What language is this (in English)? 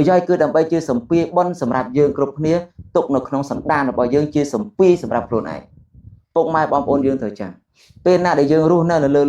Khmer